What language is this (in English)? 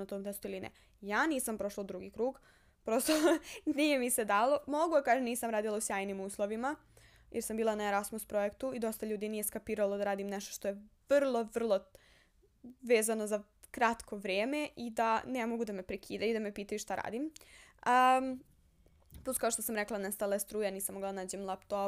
Serbian